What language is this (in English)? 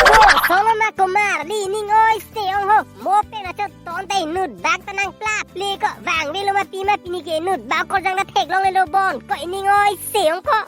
Karbi